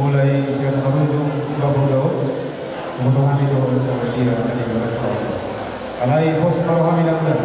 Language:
Batak Toba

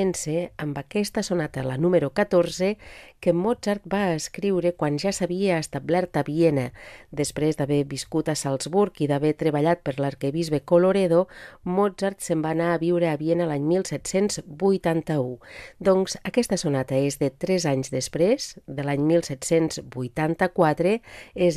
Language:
Catalan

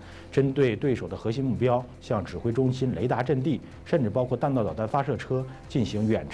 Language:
Chinese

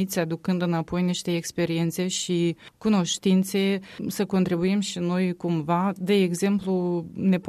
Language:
Romanian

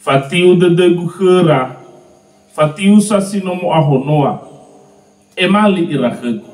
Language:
Nias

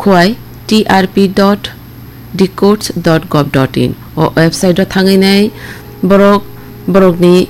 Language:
Kok Borok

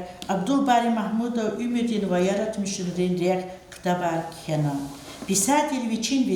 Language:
Lezghian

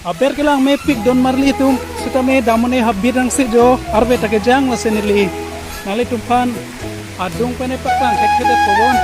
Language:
Karbi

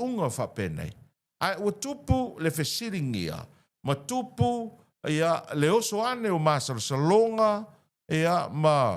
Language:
Samoan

